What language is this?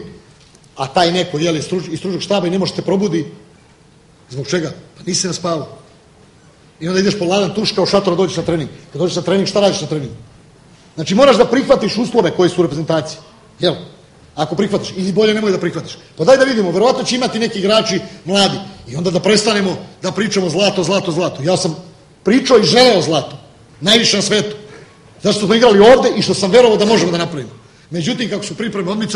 Serbian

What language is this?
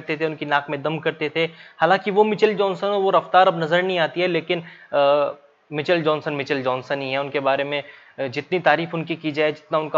Hindi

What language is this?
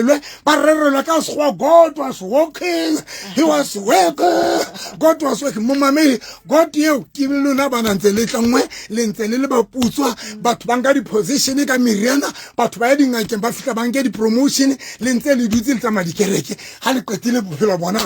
Southern Sotho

